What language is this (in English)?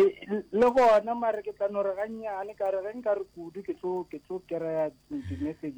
Northern Sotho